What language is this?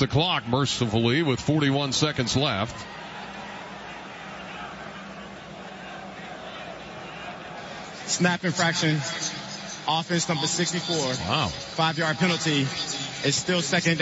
English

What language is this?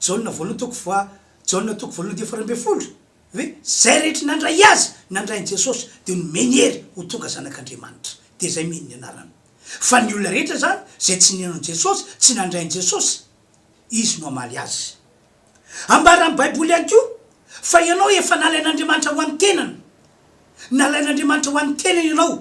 Malagasy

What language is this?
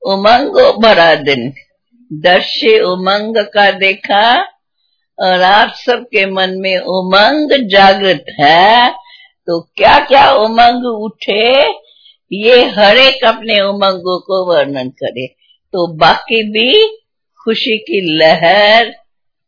Hindi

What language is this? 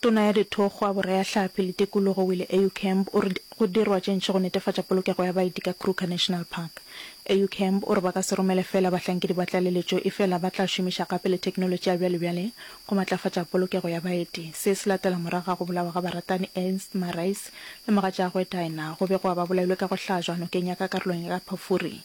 Northern Sotho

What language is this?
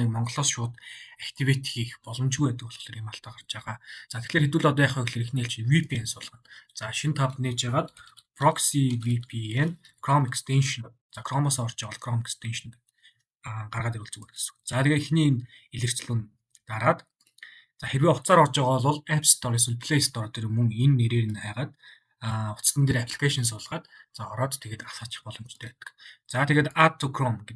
Mongolian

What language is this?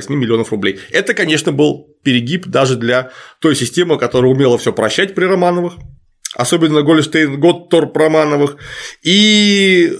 Russian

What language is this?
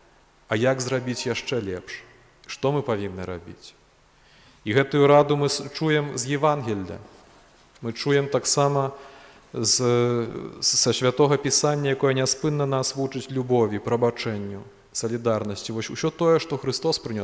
Belarusian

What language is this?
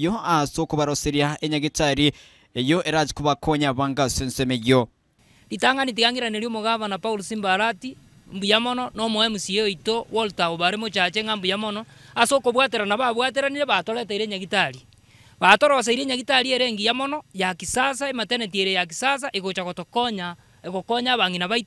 Gusii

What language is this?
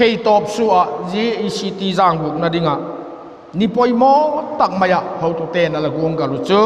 Vaiphei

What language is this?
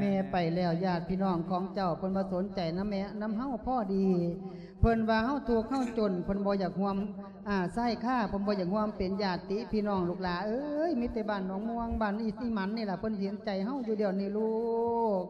Lao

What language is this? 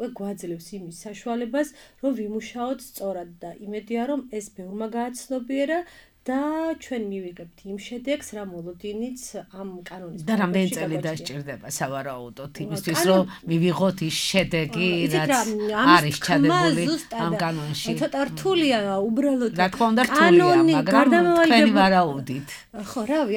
Georgian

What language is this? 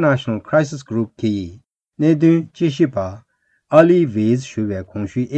Tibetan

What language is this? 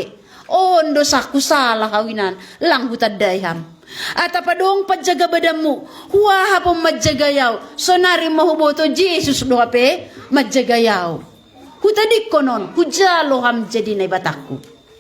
Batak Simalungun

